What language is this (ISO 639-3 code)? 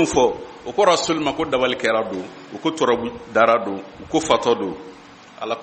bam